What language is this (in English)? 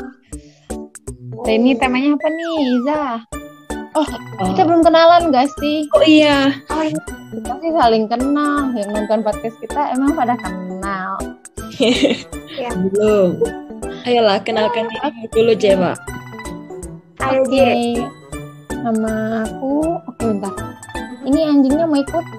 Indonesian